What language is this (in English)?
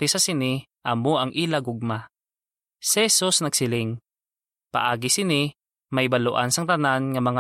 Hiligaynon